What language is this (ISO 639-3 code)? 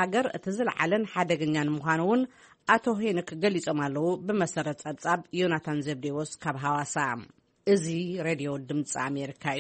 tir